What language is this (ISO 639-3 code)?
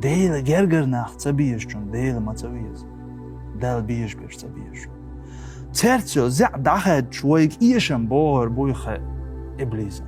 che